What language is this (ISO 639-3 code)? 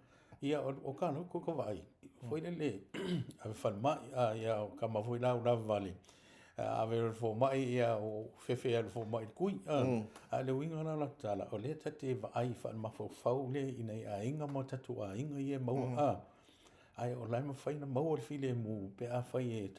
smo